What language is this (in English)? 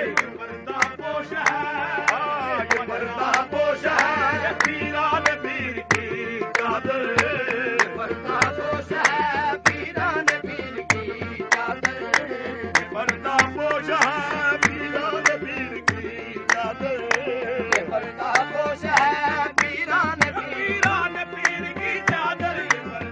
Urdu